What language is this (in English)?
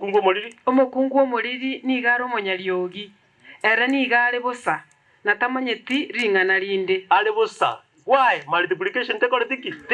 Gusii